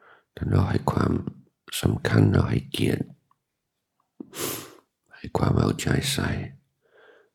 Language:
Thai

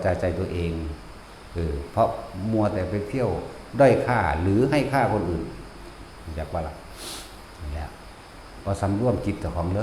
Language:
Northeastern Thai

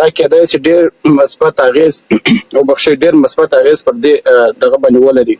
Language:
Pashto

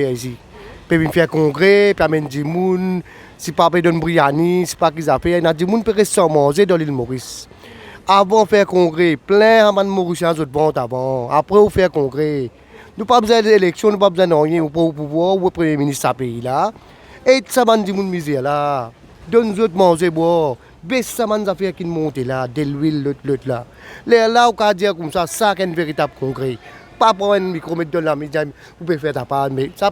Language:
Morisyen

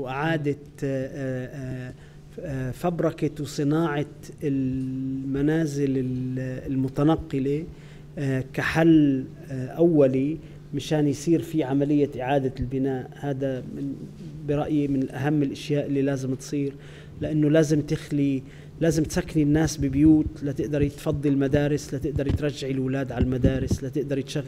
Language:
North Levantine Arabic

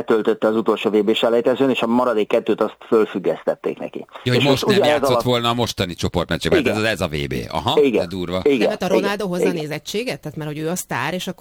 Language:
Hungarian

